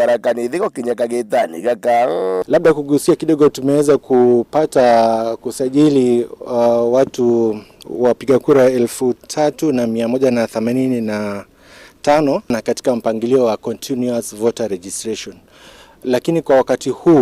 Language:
Meru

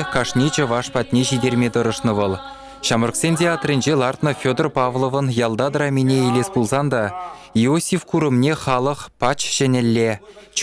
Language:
Chuvash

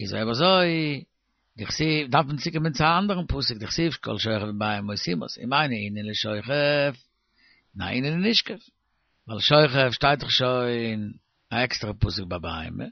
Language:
Yiddish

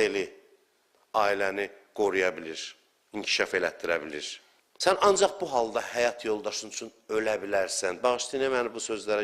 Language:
Azerbaijani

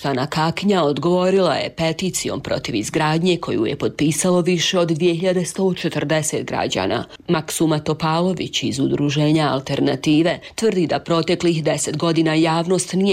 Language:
Bosnian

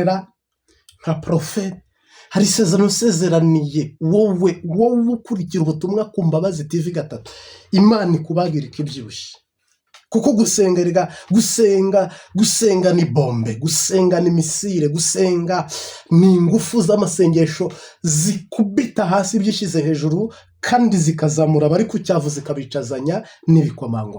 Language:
Kinyarwanda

